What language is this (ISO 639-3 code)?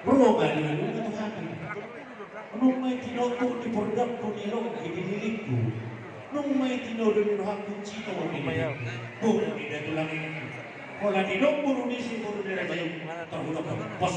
bbc